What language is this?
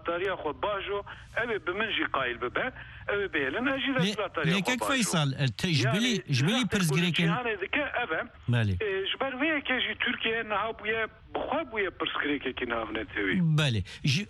Kurdish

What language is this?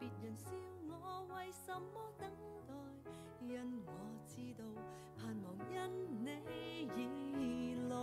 Cantonese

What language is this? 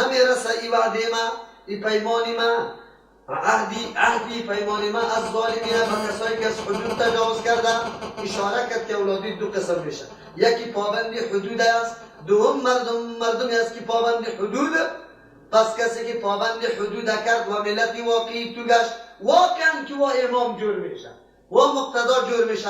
Persian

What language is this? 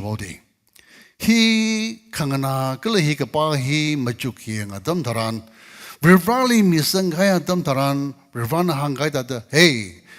Tangkhul Naga (India)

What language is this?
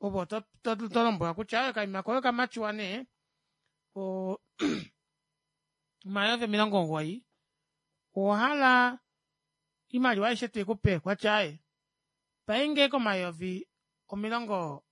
Kuanyama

